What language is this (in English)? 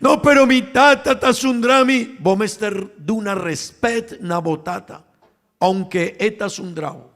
Papiamento